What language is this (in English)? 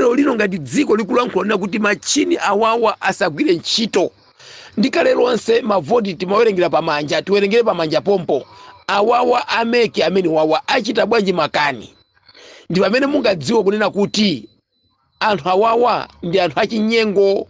Nyanja